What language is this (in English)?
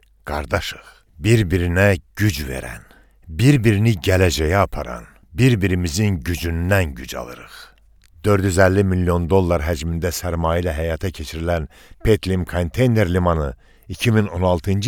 Azerbaijani